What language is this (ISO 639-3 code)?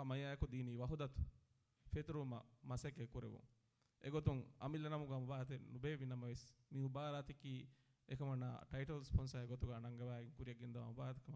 div